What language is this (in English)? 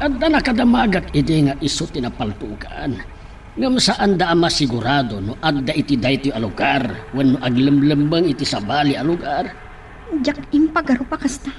Iloko